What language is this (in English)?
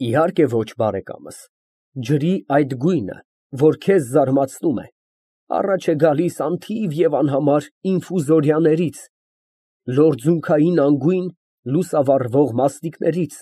Armenian